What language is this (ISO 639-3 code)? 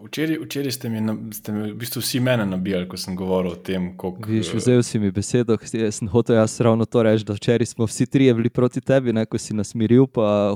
slv